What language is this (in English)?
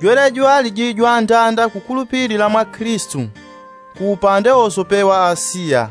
Yao